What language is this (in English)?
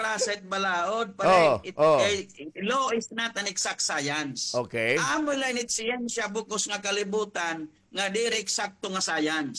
Waray